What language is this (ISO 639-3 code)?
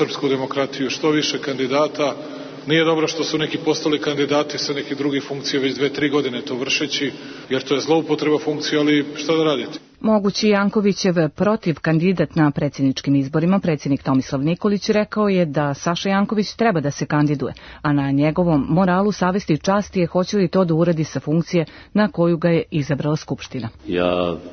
srp